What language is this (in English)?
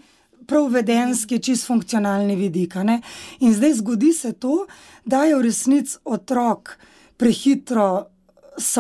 Slovenian